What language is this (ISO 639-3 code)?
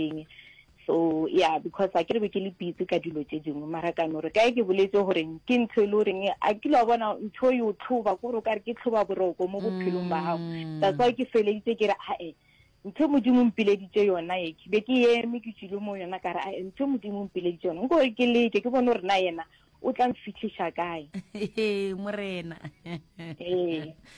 nso